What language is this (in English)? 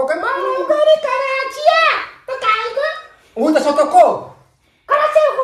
Eastern Balochi